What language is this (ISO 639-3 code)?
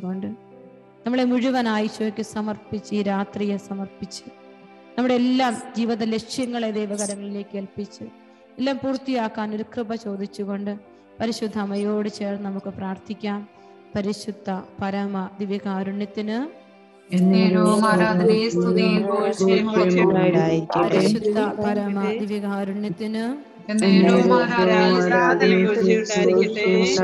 mal